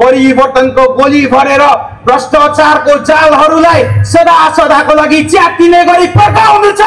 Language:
Nepali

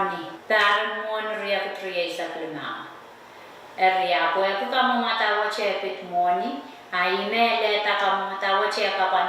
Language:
Pohnpeian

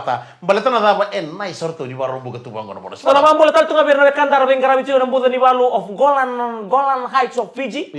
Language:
Fijian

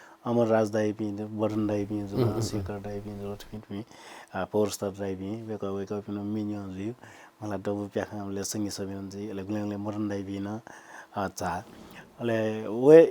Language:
Newari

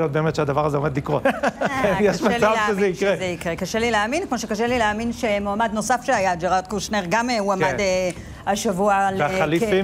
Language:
Hebrew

